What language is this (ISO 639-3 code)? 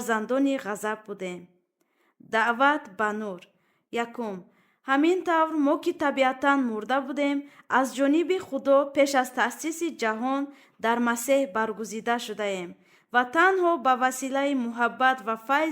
tgk